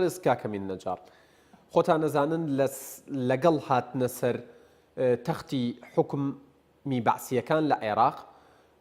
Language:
Central Kurdish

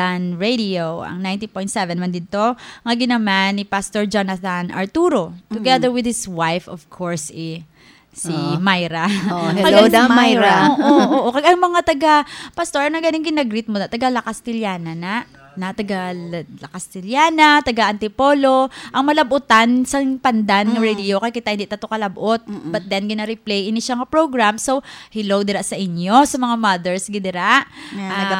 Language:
Hiligaynon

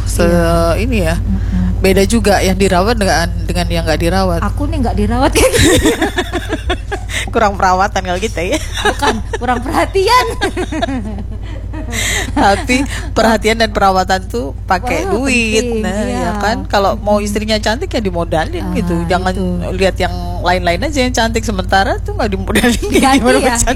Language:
Indonesian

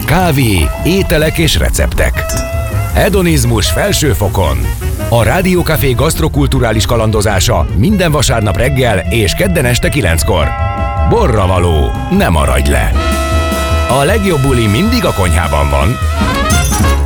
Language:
Hungarian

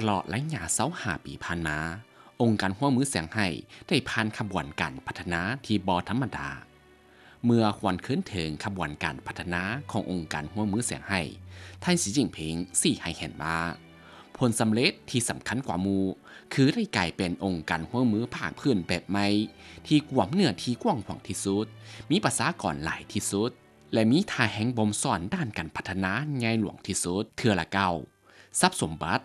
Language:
Lao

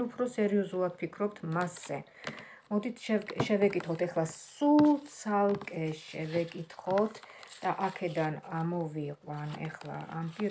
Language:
Georgian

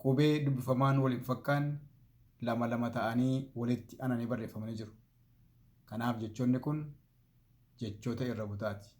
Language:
Oromo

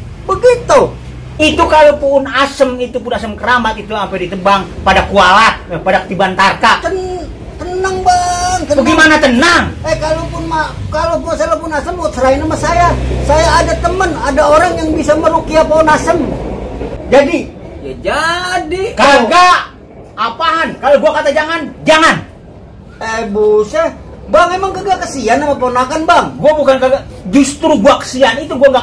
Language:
Betawi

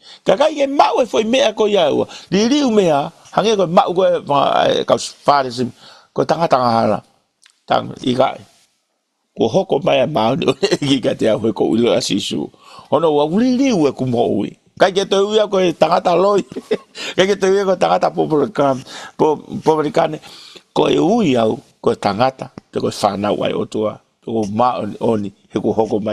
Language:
Tongan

